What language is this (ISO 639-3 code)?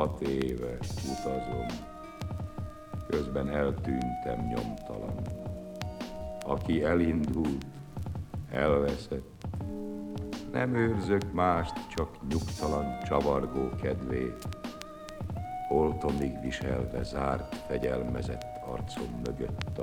hun